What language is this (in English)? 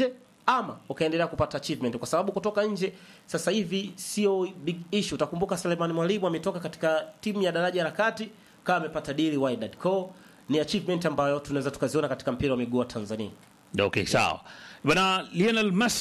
Swahili